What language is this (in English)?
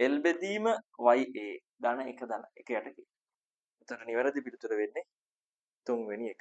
Sinhala